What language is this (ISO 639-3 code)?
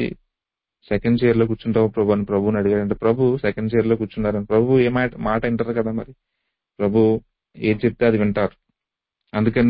tel